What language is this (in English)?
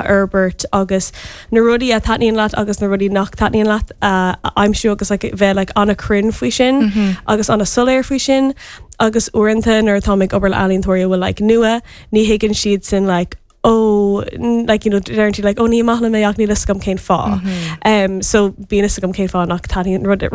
Irish